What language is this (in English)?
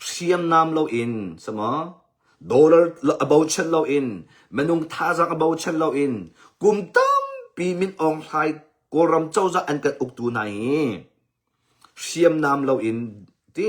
Hakha Chin